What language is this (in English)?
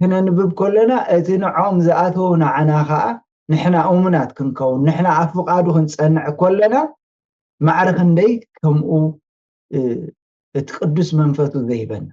Tigrinya